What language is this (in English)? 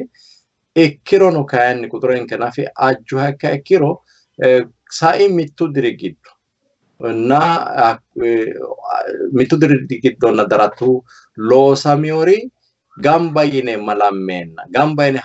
Sidamo